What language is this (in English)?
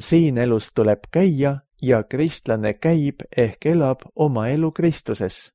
Estonian